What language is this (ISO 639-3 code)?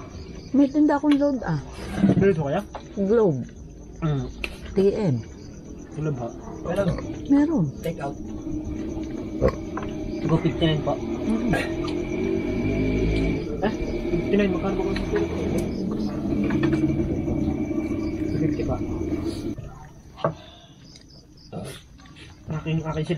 fil